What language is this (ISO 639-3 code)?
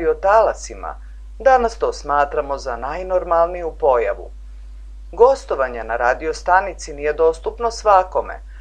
srp